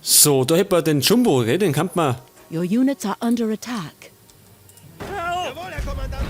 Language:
Bavarian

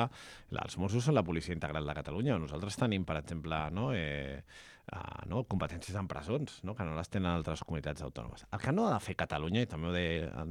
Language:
Catalan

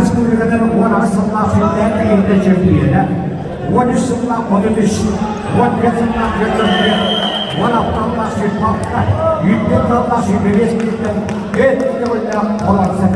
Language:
Yakut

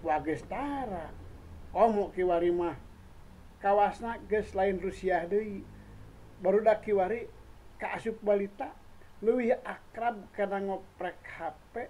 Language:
Sundanese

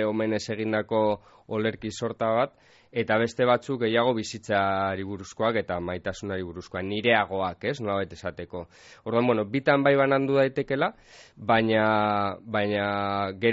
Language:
Basque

